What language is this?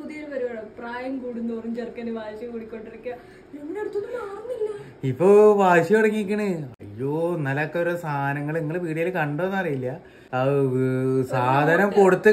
Malayalam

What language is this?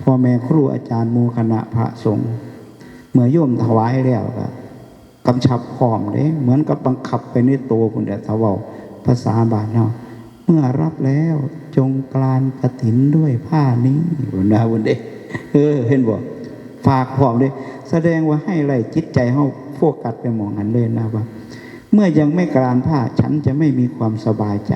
Northeastern Thai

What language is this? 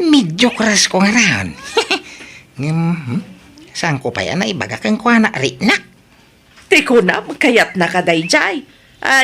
Iloko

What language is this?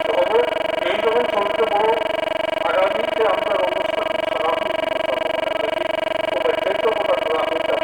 Sylheti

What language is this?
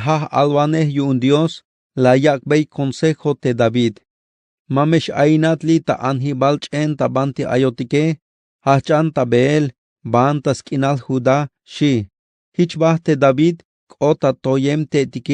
Tzeltal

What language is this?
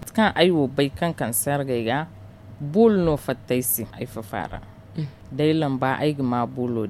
Zarma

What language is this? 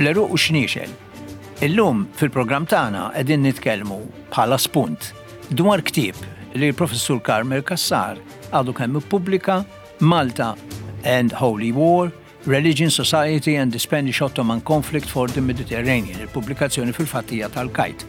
Maltese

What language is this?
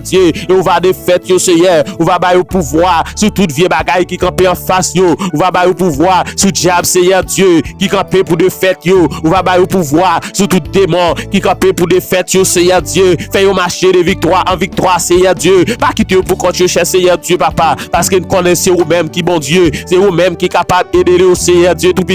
Haitian Creole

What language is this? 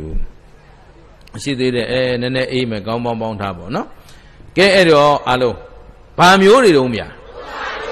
Burmese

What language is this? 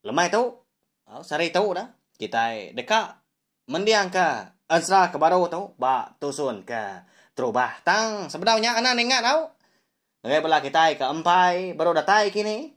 Iban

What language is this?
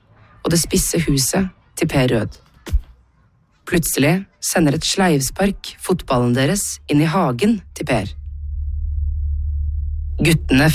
Norwegian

